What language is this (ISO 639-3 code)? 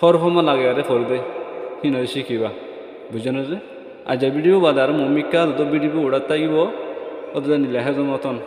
rhg